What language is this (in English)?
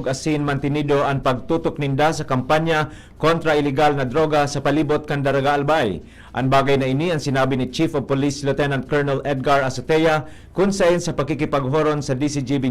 Bikol